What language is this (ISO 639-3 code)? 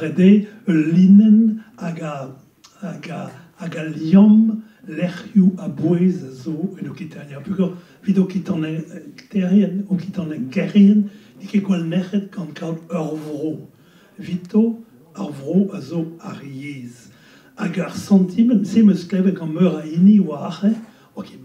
bre